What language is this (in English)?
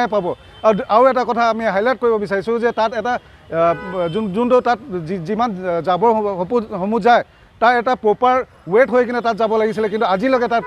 Assamese